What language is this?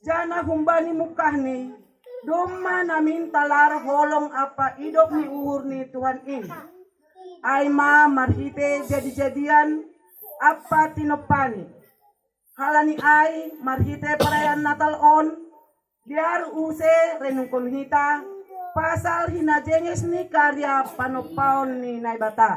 Batak Simalungun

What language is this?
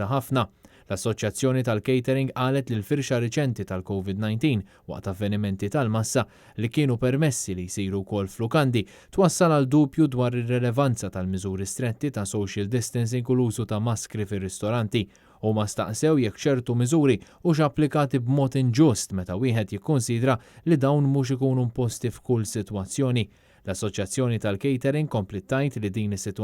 Maltese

